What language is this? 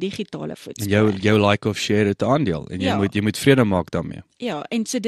Afrikaans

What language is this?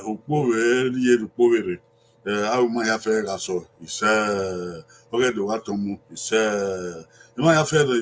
Bini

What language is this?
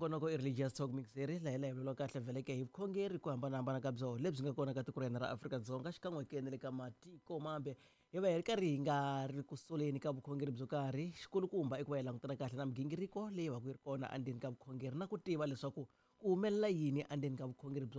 Tsonga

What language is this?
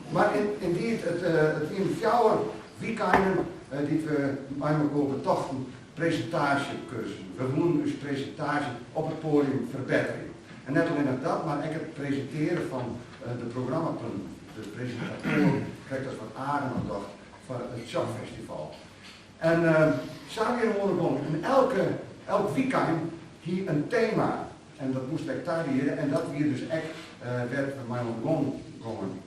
Western Frisian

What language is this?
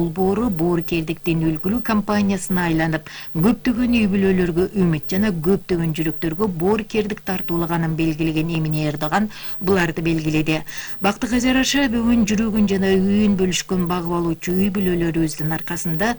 Kyrgyz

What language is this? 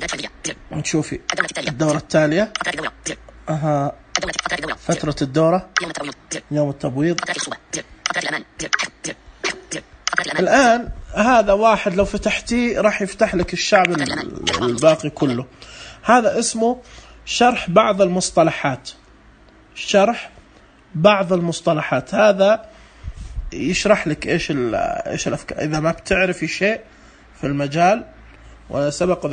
Najdi Arabic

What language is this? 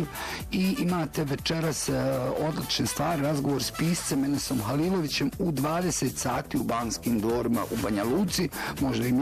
Bosnian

